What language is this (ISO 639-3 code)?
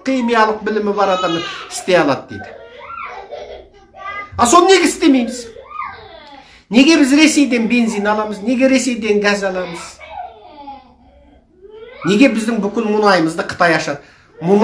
kaz